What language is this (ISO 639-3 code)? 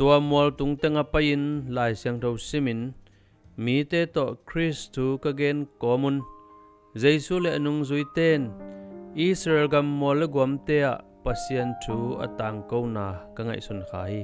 ctd